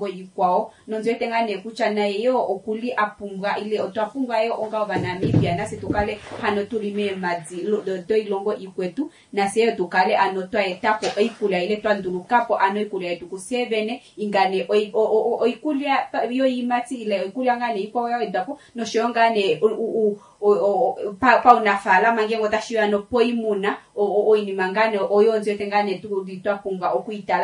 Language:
Kuanyama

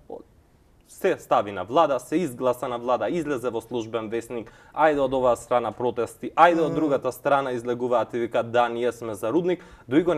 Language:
Macedonian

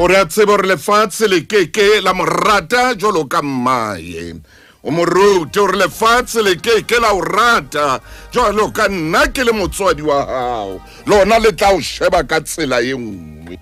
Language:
Southern Sotho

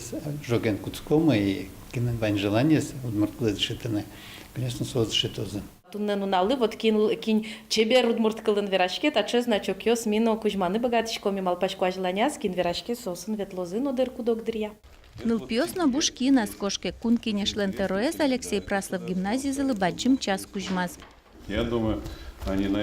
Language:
Udmurt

